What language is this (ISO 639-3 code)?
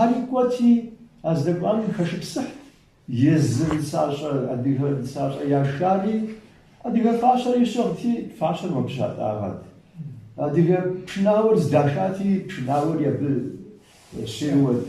kbd